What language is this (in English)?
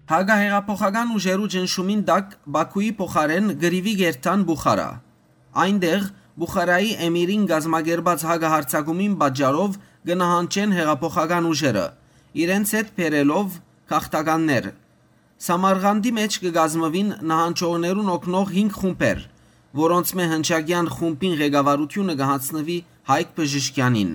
Western Armenian